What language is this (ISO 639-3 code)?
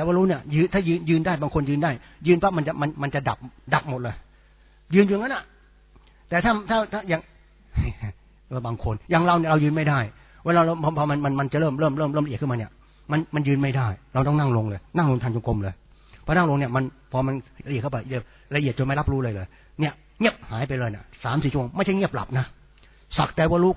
tha